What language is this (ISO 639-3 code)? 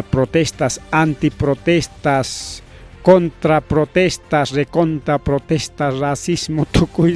quy